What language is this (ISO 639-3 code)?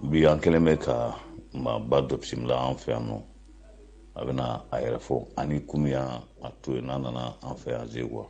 bam